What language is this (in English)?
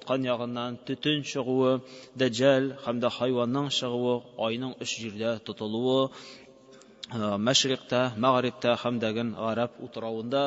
Tatar